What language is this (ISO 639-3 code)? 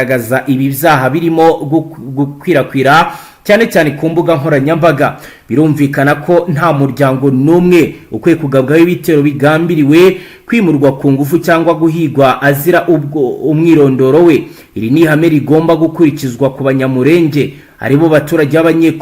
kin